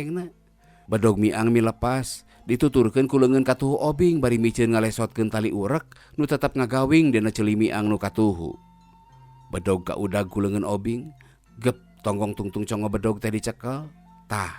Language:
Sundanese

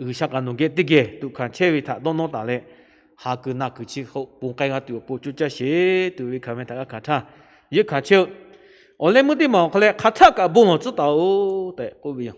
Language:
Lahu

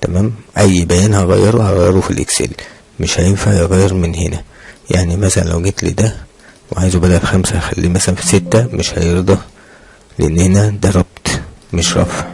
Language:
Egyptian Arabic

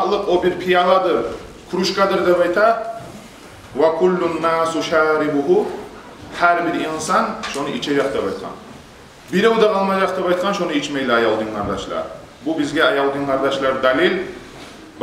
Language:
Kumyk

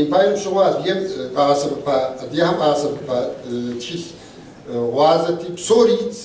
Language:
Kabardian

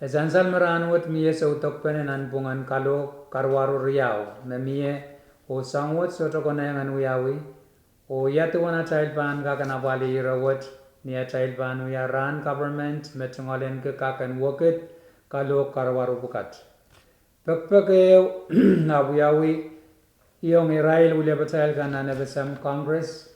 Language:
Pohnpeian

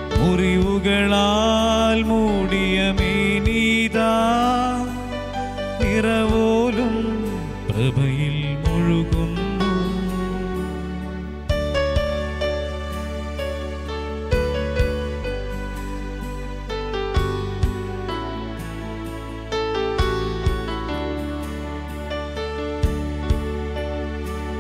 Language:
Malayalam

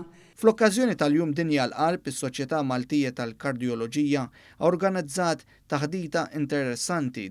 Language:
Maltese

